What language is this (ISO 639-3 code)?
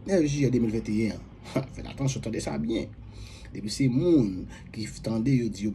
hat